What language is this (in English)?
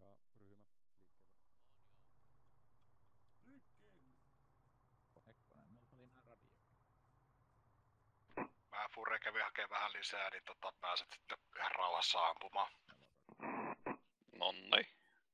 Finnish